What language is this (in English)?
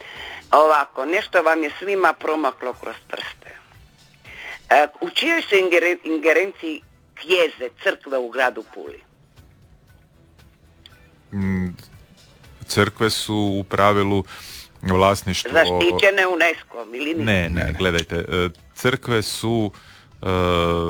Croatian